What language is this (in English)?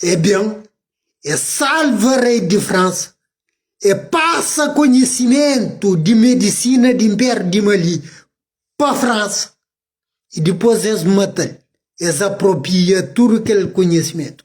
Kabuverdianu